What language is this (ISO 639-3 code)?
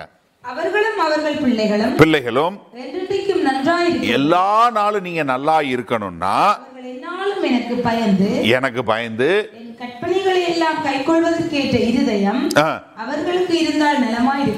tam